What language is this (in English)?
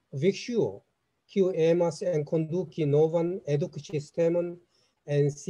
Esperanto